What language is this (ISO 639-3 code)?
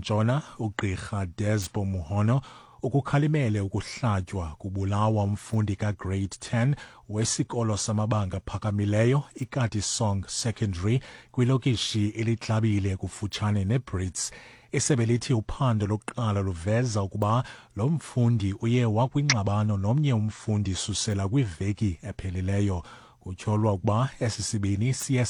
xho